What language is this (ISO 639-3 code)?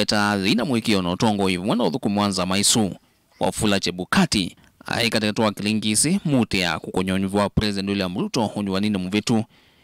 kam